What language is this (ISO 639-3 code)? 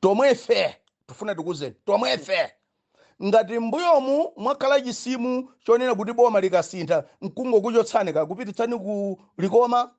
nya